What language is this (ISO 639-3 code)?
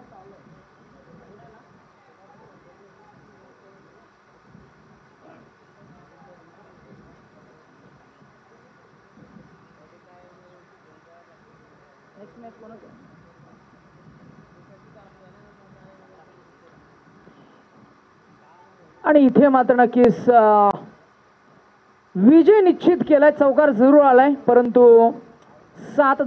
mar